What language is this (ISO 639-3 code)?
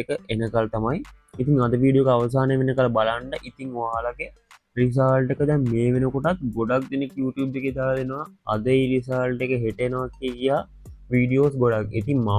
sin